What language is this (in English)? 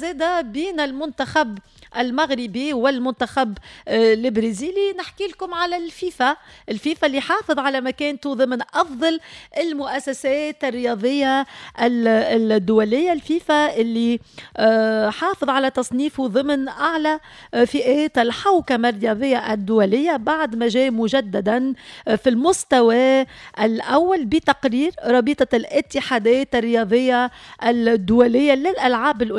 Tunisian Arabic